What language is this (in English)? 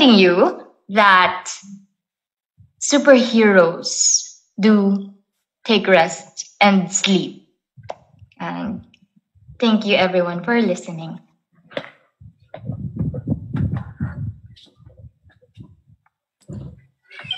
Filipino